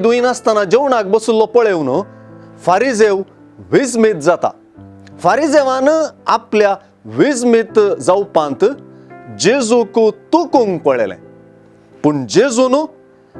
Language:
Konkani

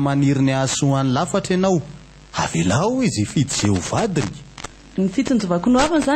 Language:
Malagasy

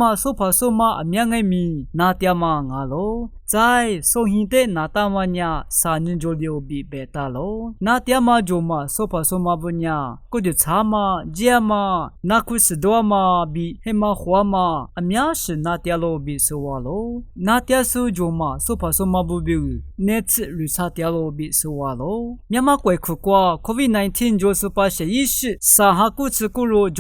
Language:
Lisu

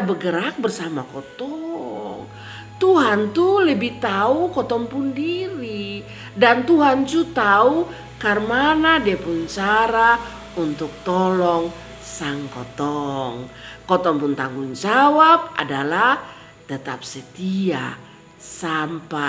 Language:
Kupang Malay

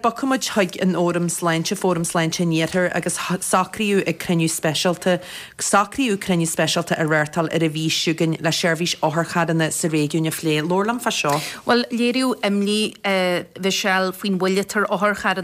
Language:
Irish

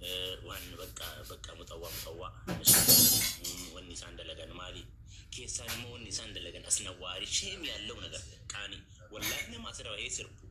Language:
Oromo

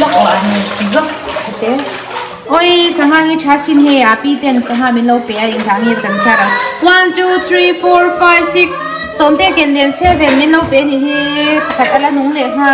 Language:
Mizo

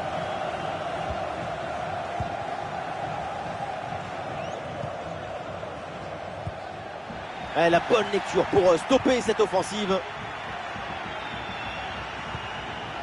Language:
French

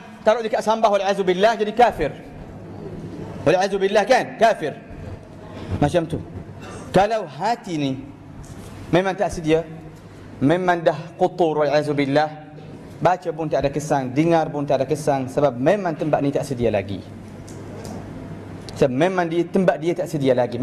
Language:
Malay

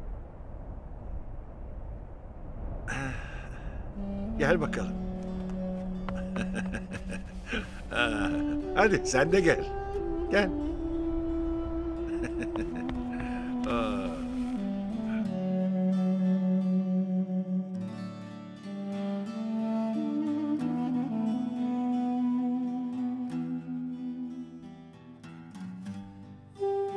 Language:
Turkish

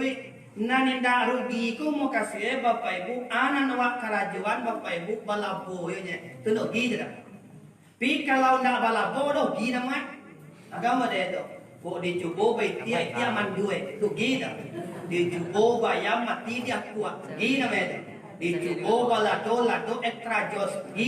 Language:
Minangkabau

